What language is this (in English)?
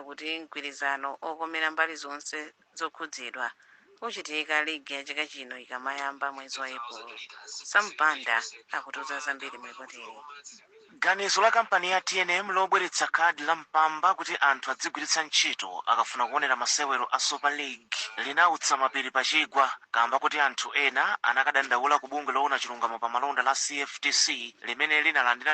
Nyanja